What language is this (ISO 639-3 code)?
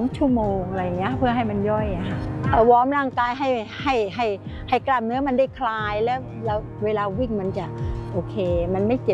tha